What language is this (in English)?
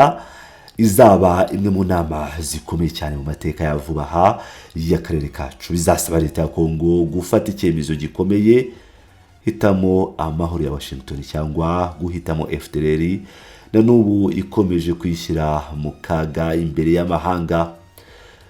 Kinyarwanda